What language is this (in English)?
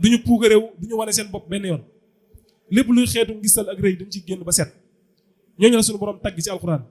Wolof